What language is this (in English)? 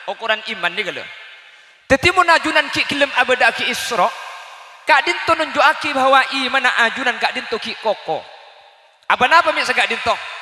Madurese